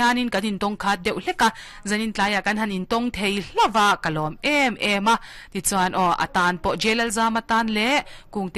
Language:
Mizo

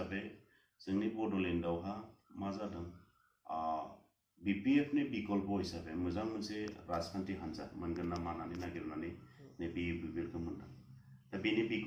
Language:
Bodo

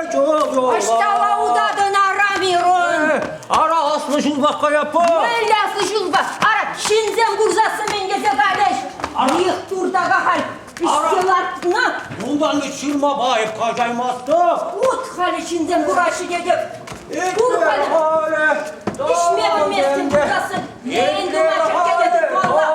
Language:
Chuvash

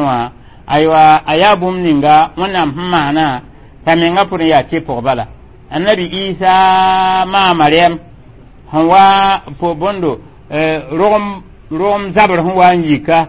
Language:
Mossi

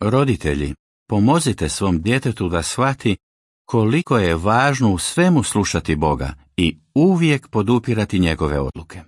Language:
Croatian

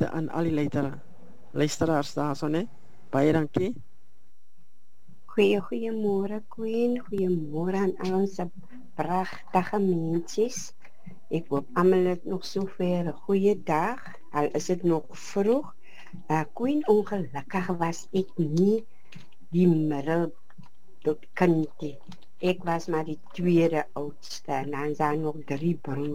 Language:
Afrikaans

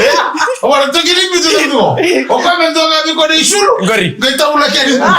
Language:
Fijian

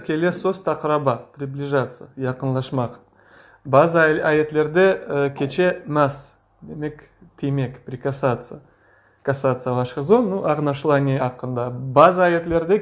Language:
Crimean Tatar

